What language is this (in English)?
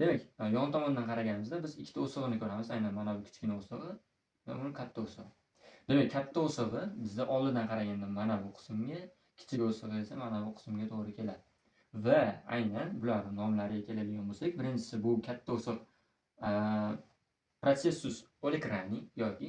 Uzbek